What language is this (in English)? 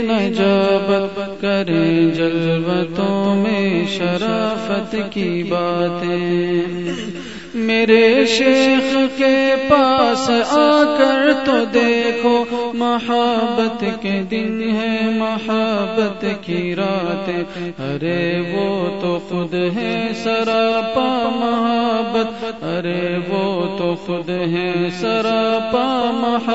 Urdu